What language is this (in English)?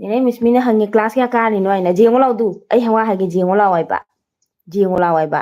Manipuri